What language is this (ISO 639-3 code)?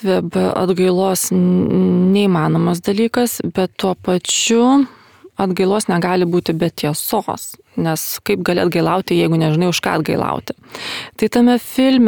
lit